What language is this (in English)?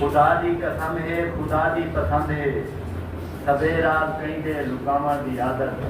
Saraiki